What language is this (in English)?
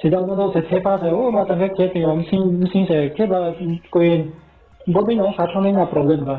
Riang (India)